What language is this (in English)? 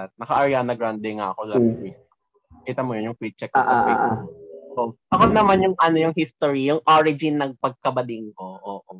Filipino